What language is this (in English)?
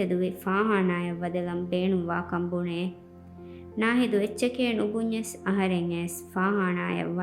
Divehi